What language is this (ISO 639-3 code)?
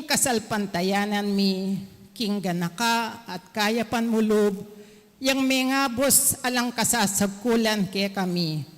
pam